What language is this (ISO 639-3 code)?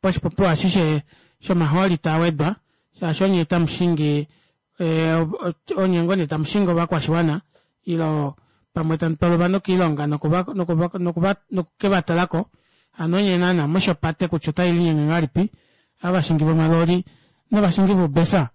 kua